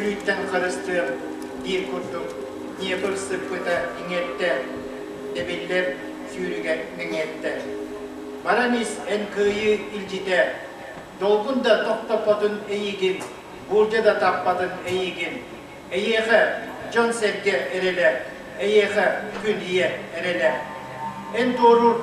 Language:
Yakut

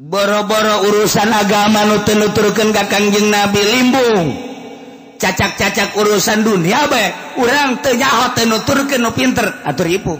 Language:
Sundanese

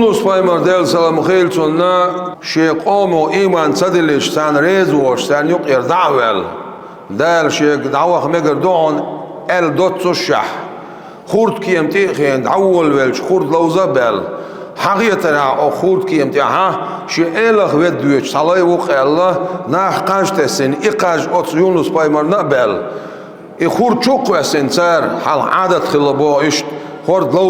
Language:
Chechen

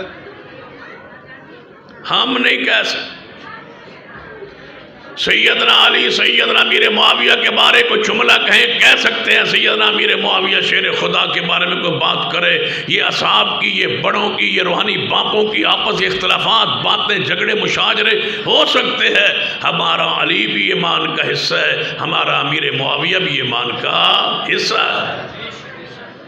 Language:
Urdu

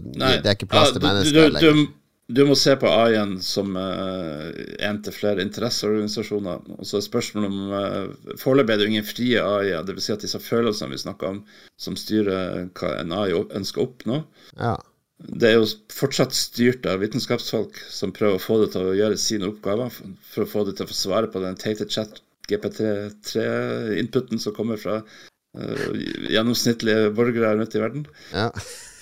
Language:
Norwegian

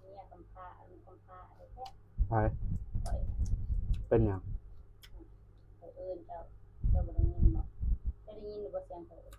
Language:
Northeastern Thai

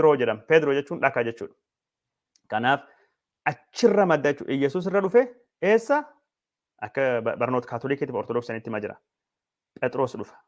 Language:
Oromo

